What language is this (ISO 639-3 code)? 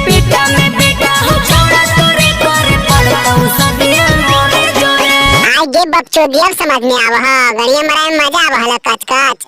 mag